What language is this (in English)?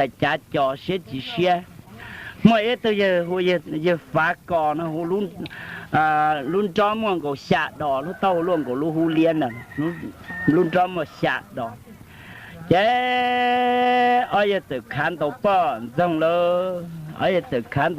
Hmong